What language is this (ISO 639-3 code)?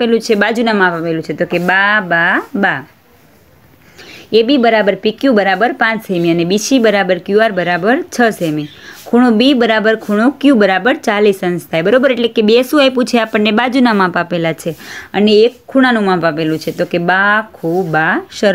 guj